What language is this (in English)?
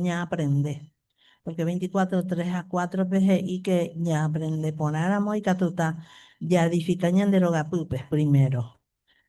Guarani